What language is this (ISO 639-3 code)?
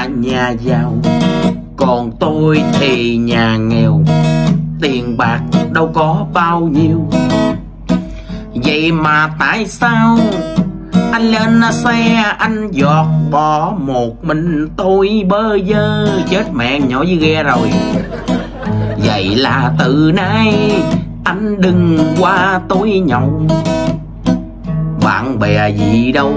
vie